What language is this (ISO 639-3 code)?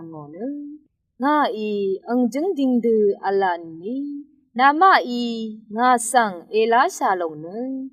raw